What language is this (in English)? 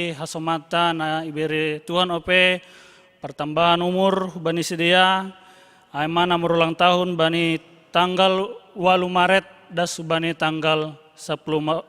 Batak Simalungun